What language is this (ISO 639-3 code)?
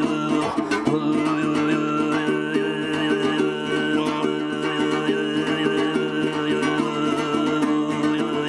bak